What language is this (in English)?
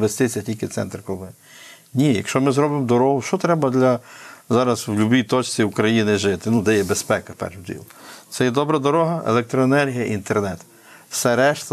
Ukrainian